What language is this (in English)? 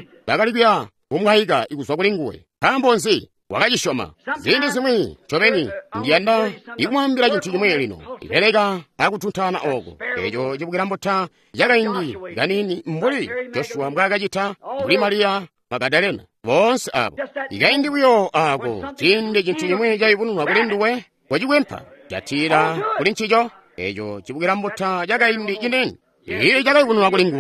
Tonga (Zambia)